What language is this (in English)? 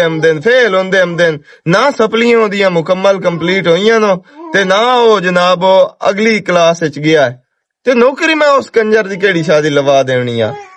Western Panjabi